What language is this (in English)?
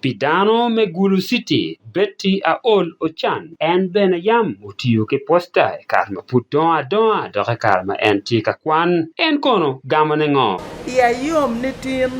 Acoli